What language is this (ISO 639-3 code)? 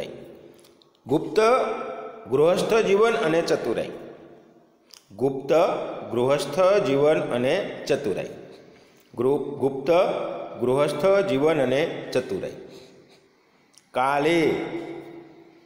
guj